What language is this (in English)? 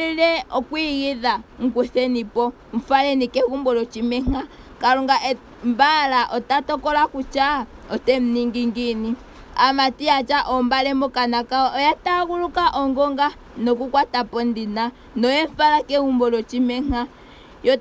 Ndonga